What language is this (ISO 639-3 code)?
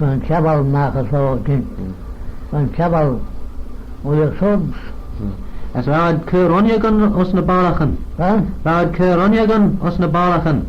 glv